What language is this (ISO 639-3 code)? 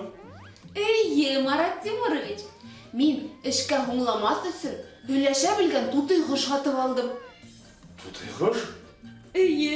bak